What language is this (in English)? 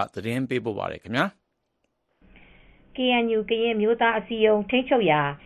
Burmese